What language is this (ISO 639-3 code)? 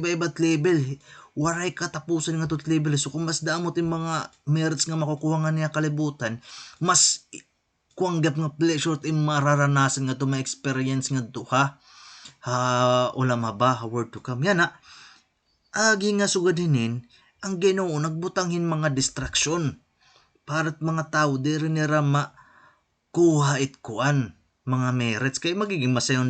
war